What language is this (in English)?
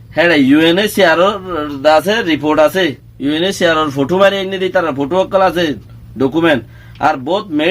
Rohingya